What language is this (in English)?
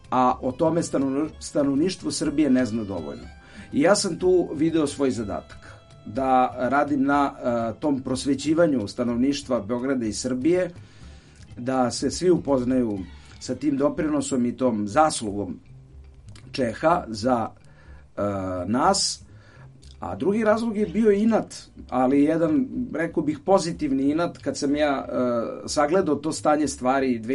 Serbian